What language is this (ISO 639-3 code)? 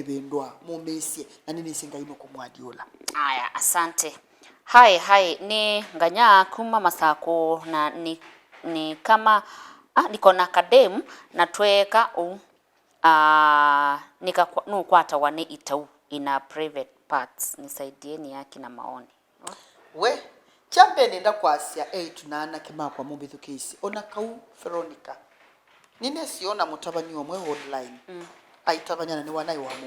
kam